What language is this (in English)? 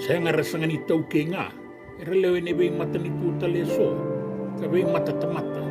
Fijian